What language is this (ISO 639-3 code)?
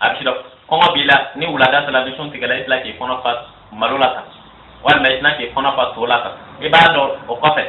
bam